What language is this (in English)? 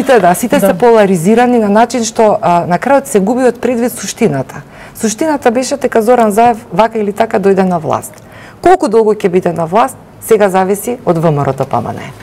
Macedonian